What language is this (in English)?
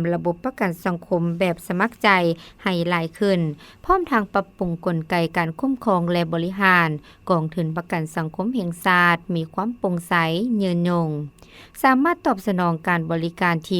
Lao